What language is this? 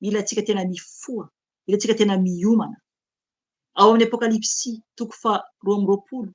Malagasy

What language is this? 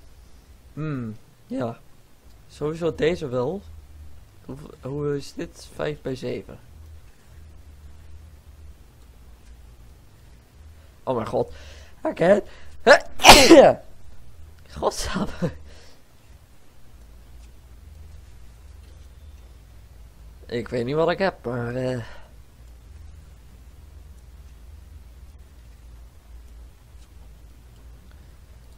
Dutch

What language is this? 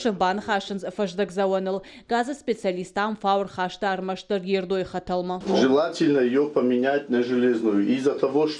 Ossetic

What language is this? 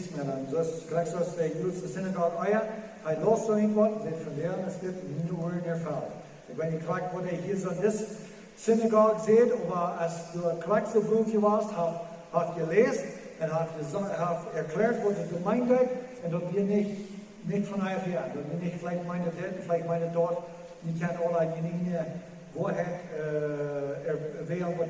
Plautdietsch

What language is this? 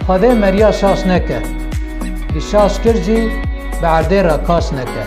Kurdish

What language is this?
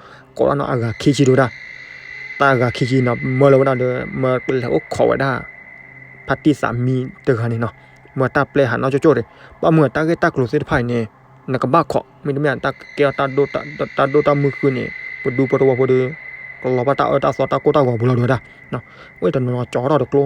S'gaw Karen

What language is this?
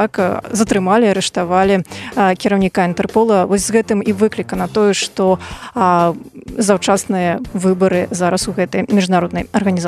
Belarusian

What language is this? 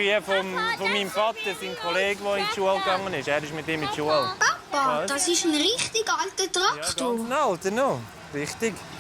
Swiss German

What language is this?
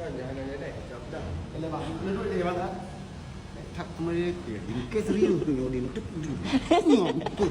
Achinese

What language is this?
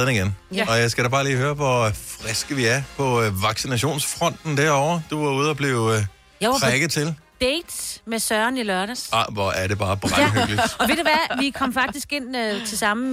Danish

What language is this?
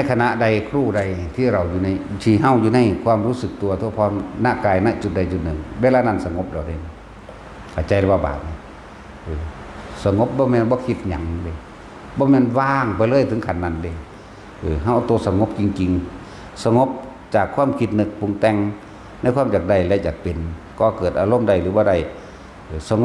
Northeastern Thai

